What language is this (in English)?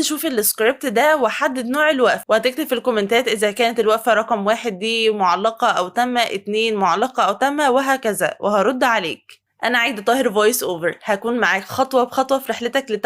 Egyptian Arabic